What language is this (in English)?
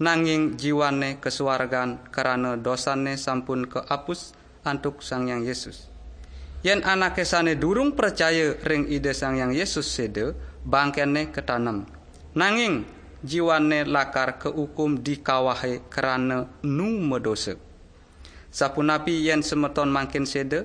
Balinese